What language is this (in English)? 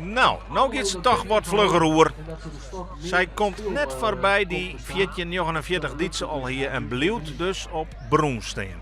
Western Frisian